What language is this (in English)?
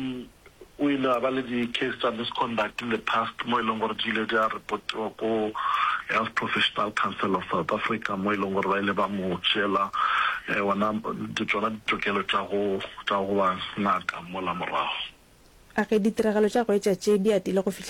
Northern Sotho